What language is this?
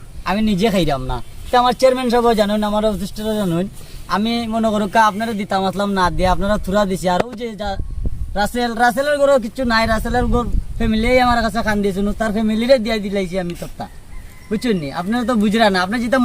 Sylheti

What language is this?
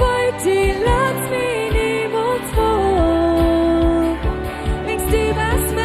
Plautdietsch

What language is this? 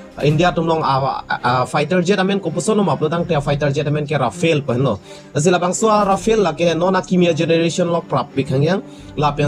Karbi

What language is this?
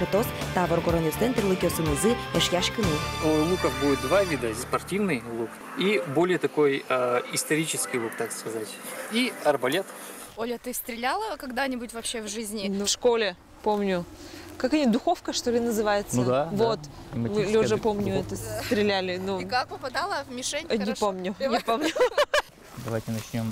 Udmurt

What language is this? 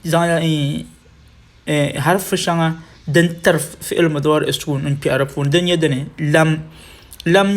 Dagbani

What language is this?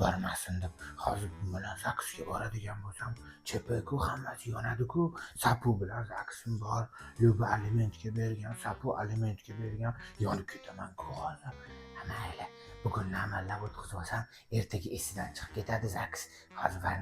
Uzbek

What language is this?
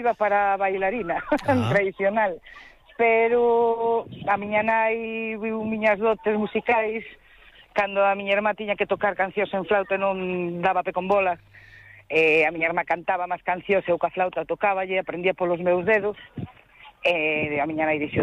Galician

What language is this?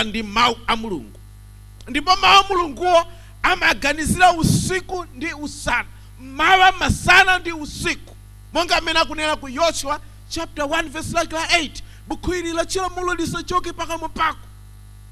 Nyanja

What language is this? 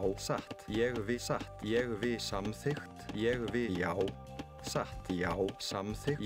Icelandic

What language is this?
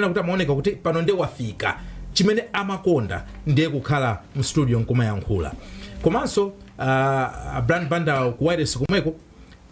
Nyanja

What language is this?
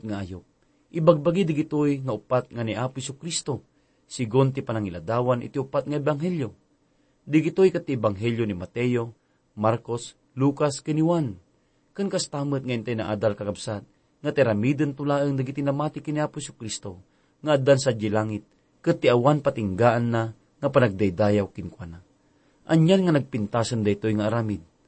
Iloko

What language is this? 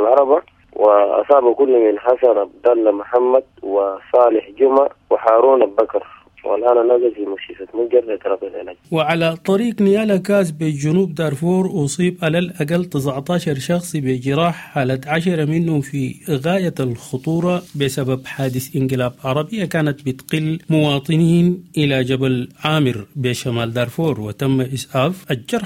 Sudanese Arabic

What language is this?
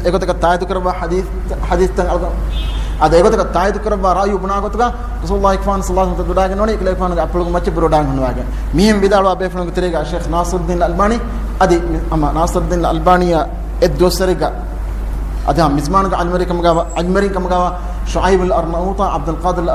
Divehi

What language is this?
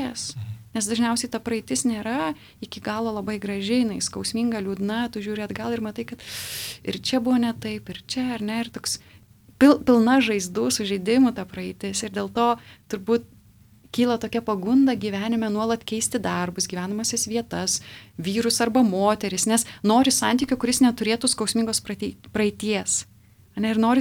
Lithuanian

